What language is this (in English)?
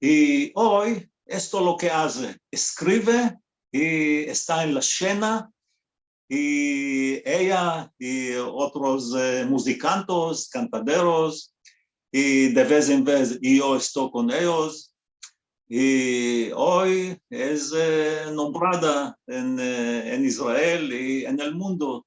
Ladino